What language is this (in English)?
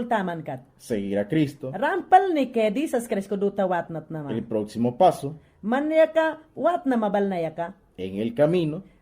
Mayangna